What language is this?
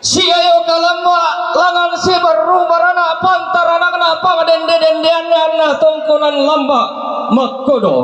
Toraja-Sa'dan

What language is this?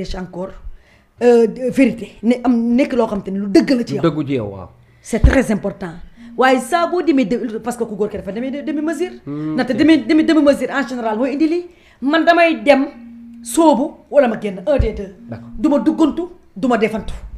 Wolof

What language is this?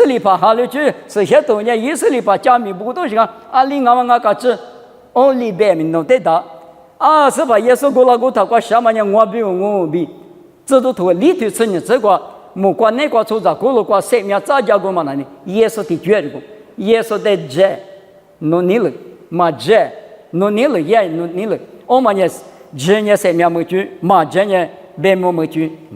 Lisu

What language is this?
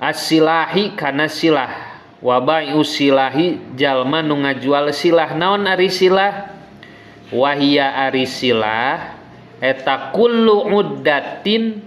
Sundanese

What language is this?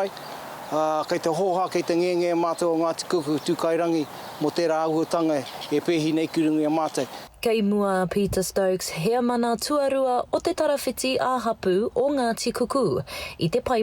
Māori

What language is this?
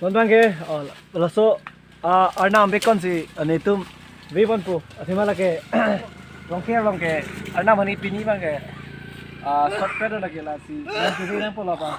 Karbi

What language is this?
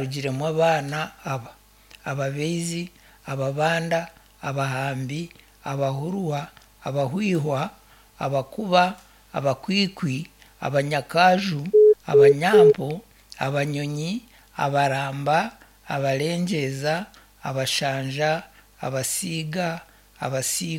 Nyankole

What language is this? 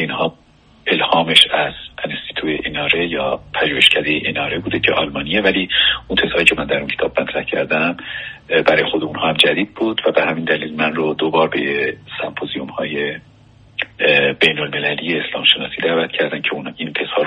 Persian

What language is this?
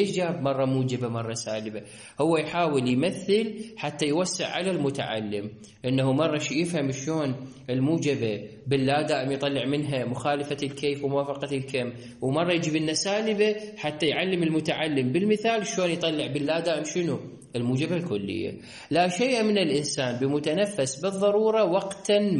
Mesopotamian Arabic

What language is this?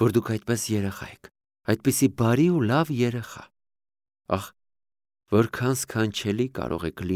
Armenian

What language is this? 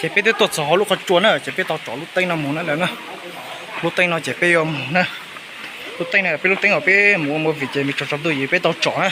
Hmong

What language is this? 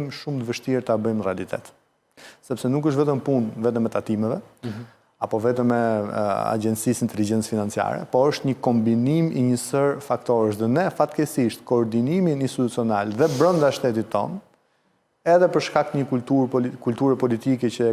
Albanian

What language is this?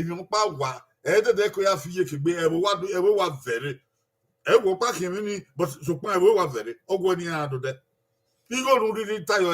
Bini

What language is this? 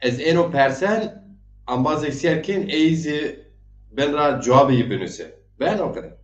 Zaza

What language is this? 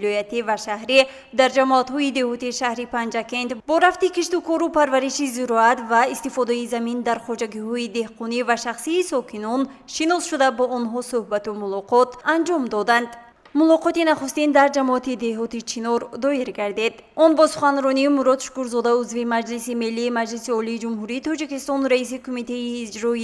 Tajik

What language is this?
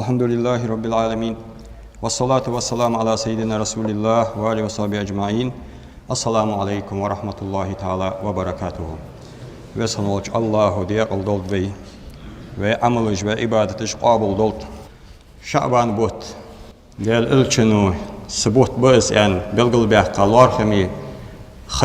Ingush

